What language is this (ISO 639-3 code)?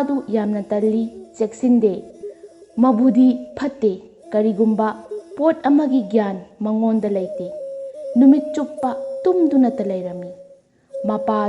mni